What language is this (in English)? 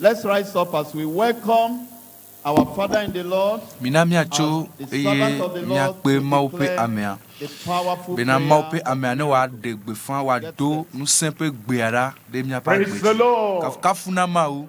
Ewe